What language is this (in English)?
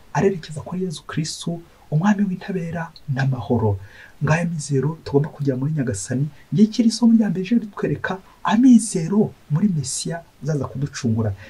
Kinyarwanda